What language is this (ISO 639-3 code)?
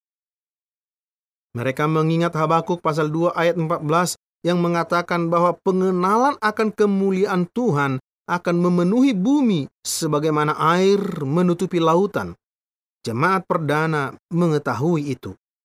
ind